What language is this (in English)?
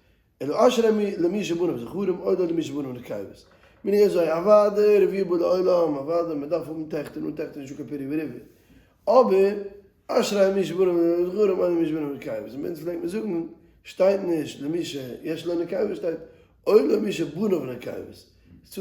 Yiddish